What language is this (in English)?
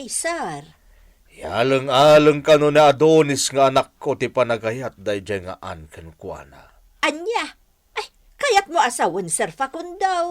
Iloko